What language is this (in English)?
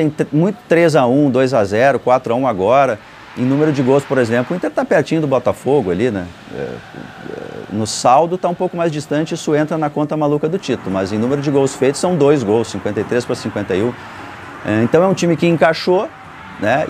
Portuguese